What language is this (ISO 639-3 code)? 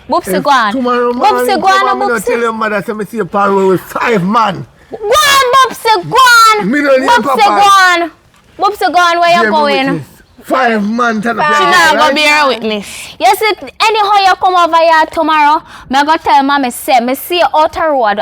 jam